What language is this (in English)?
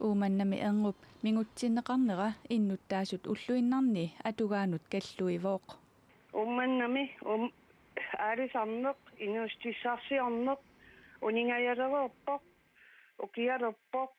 Kalaallisut